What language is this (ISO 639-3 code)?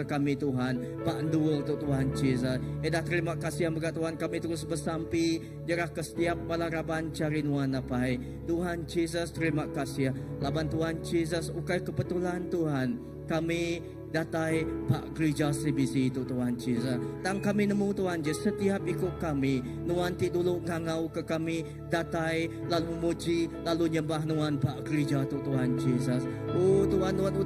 iba